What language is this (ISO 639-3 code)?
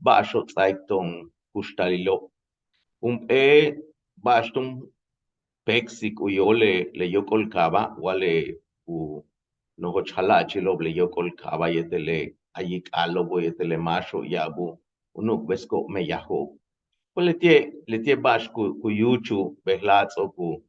yua